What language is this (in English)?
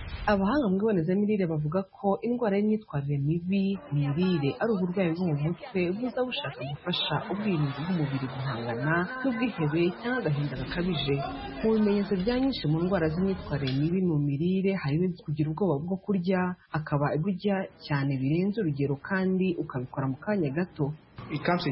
Kinyarwanda